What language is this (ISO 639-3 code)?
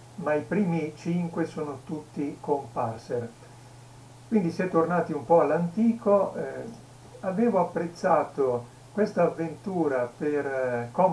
ita